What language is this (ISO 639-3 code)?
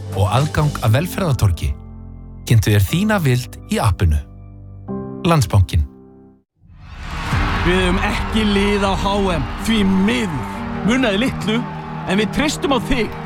isl